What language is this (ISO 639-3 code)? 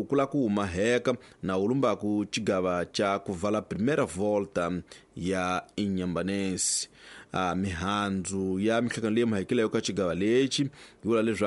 tso